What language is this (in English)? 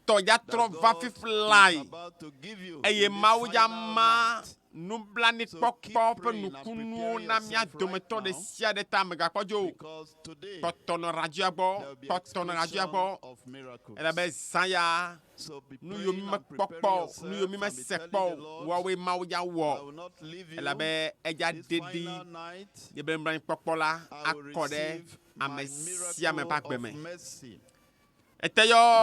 Ewe